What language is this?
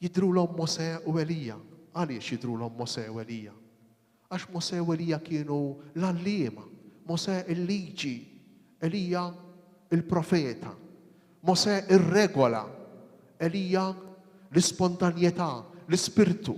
Maltese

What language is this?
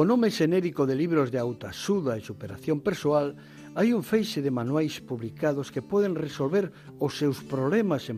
Galician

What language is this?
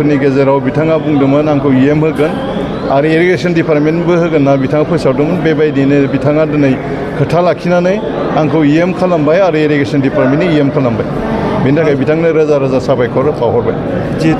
Bodo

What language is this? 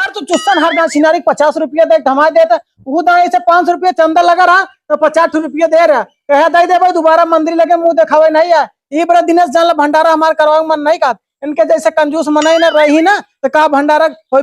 Awadhi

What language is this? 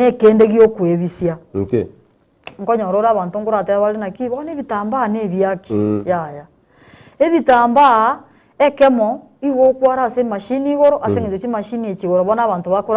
Gusii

